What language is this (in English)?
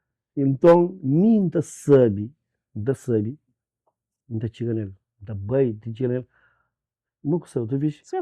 Kabuverdianu